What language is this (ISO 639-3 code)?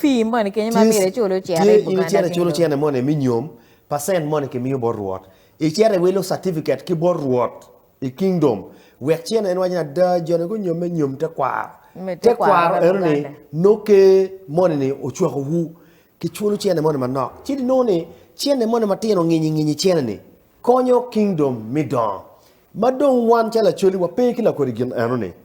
ach